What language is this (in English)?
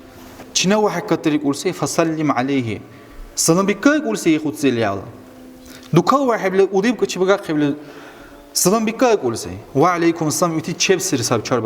Dargwa